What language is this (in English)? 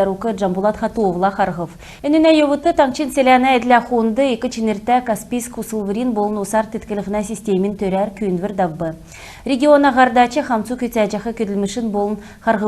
Kalmyk